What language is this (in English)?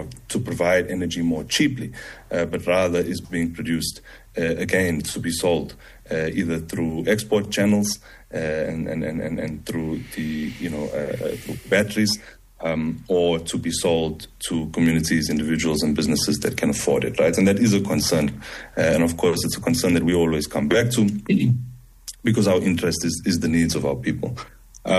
English